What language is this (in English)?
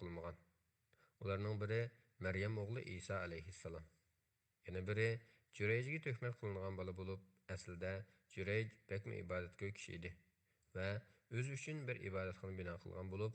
Uyghur